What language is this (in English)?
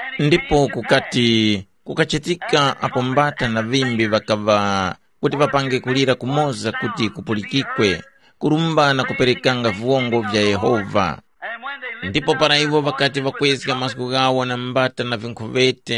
Tumbuka